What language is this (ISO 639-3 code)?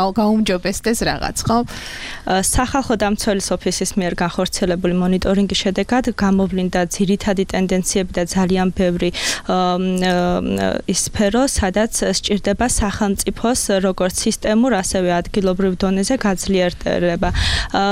kat